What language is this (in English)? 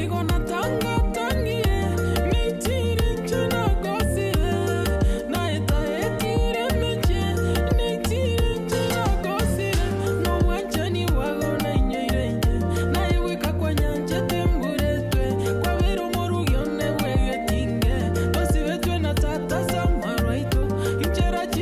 Gusii